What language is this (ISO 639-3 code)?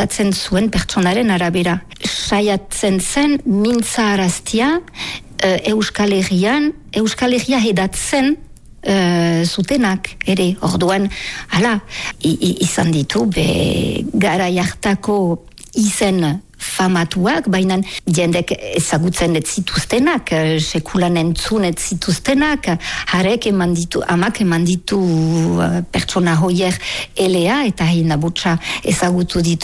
eus